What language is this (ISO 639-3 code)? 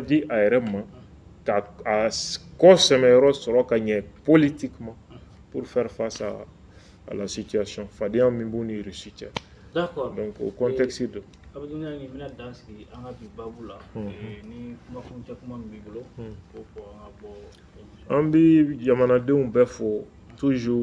bam